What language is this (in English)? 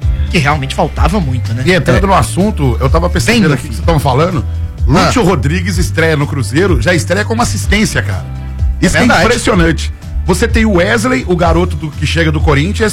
Portuguese